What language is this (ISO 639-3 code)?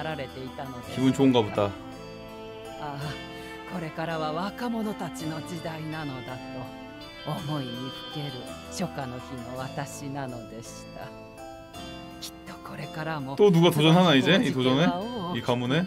kor